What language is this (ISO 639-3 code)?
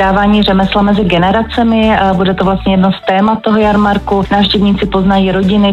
ces